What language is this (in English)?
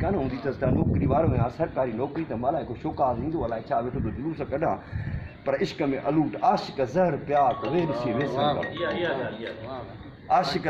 Sindhi